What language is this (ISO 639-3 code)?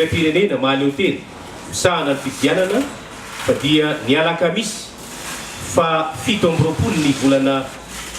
mlg